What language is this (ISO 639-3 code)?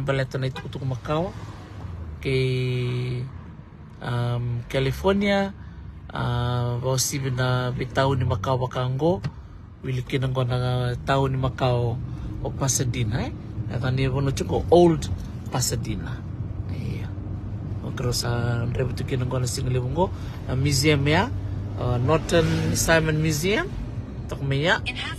fij